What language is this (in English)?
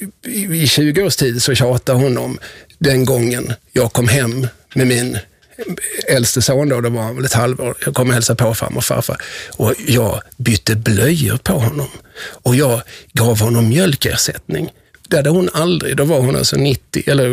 Swedish